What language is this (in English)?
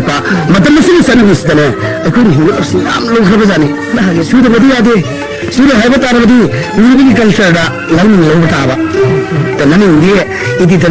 Manipuri